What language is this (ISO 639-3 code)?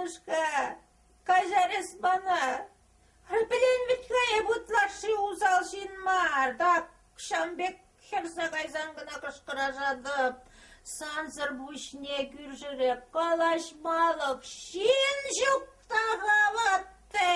chv